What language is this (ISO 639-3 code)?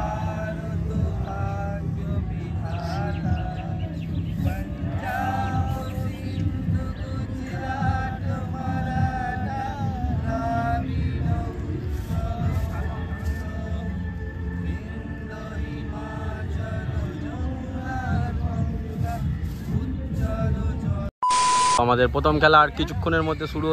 ben